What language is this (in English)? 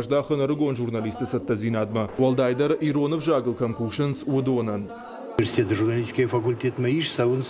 Ossetic